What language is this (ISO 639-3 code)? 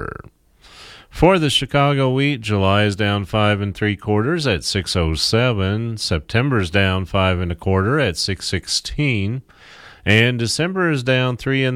eng